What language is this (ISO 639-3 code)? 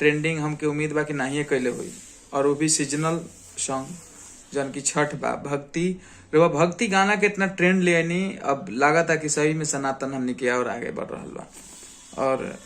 bho